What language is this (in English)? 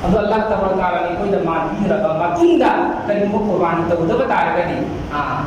Manipuri